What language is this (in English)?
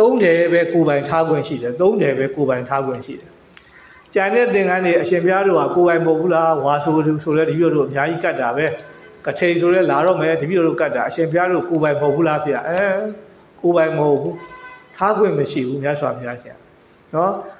Burmese